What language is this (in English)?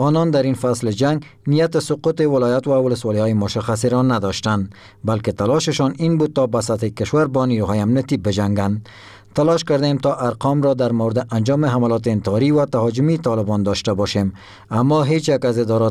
Persian